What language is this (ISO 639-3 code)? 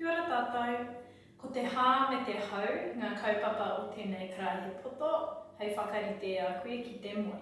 mri